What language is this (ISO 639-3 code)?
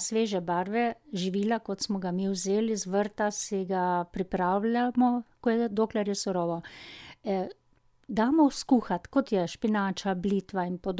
slv